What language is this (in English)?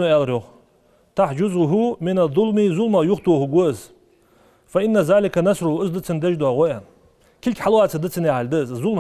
Ingush